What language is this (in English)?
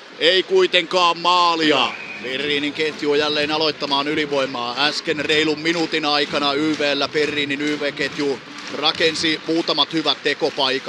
Finnish